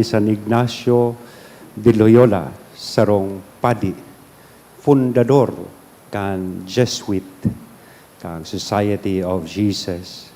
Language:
Bikol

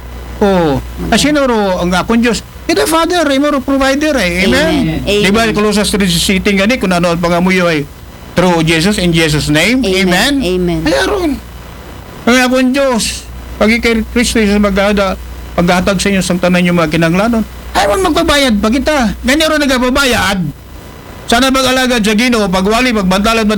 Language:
Aklanon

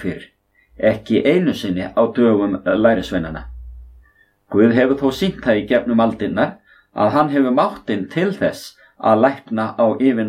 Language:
Icelandic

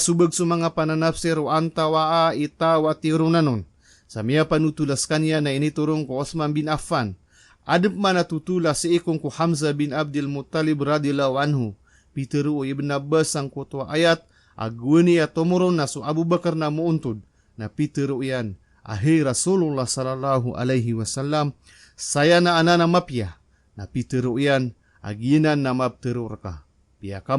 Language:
Maranao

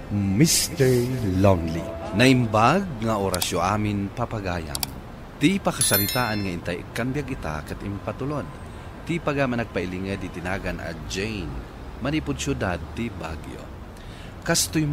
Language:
Iloko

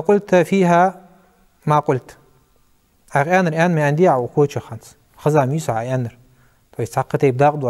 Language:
Ingush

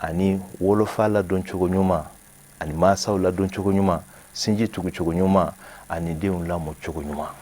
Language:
Bambara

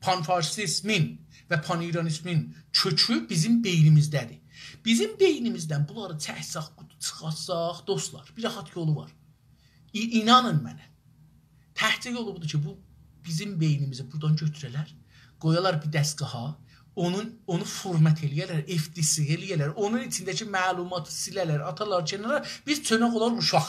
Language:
South Azerbaijani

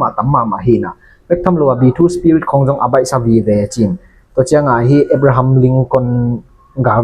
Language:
Tedim Chin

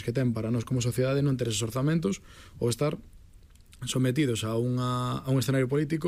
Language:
Galician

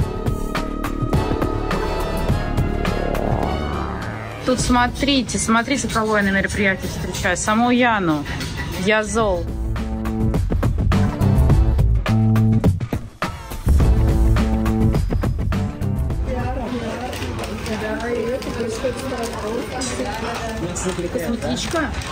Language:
Russian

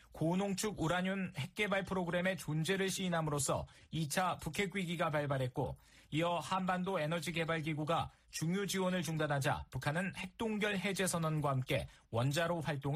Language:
Korean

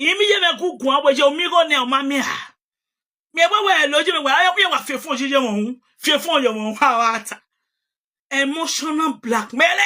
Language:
Nigerian Pidgin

